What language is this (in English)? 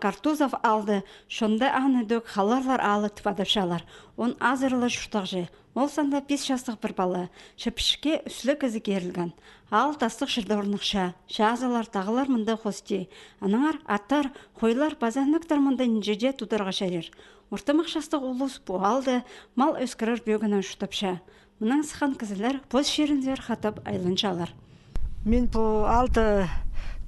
Khakas